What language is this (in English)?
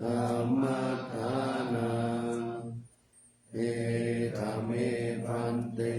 Pali